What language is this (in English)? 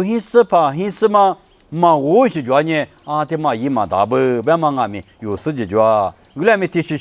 Lisu